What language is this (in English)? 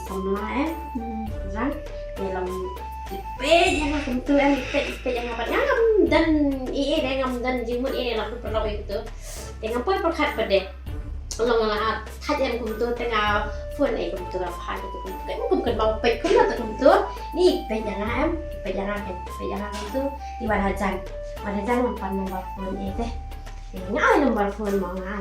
Khasi